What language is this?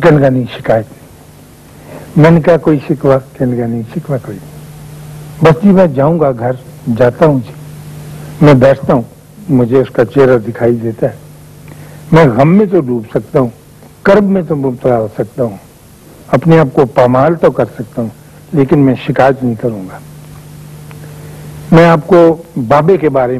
Urdu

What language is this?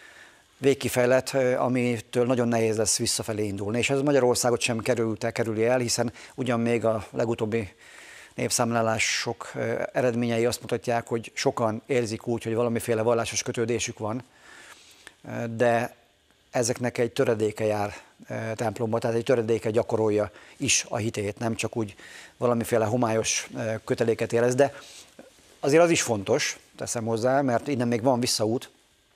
Hungarian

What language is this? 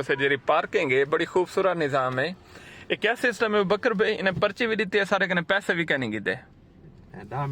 Saraiki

